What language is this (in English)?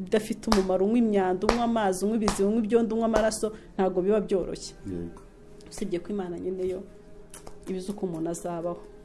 Kinyarwanda